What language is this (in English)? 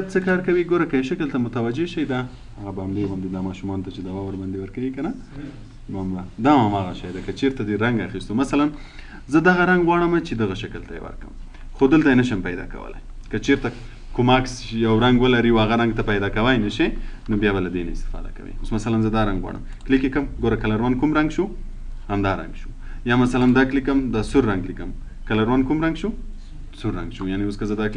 Pashto